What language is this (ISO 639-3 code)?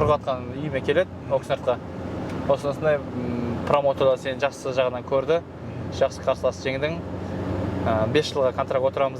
kaz